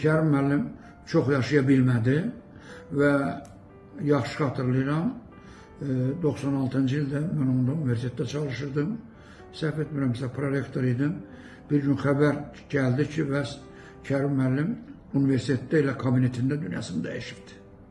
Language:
Azerbaijani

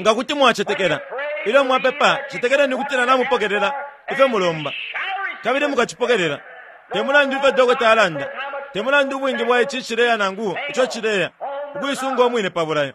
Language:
Bemba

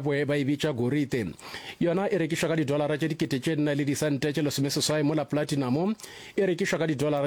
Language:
Northern Sotho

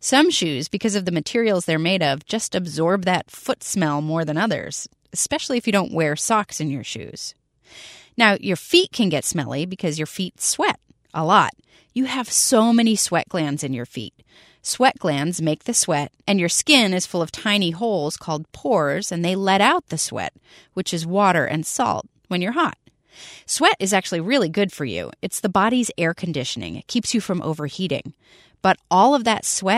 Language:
English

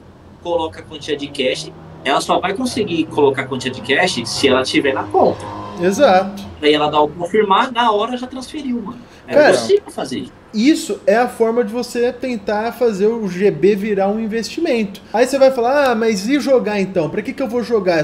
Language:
Portuguese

